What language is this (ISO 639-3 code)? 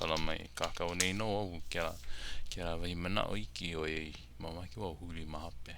haw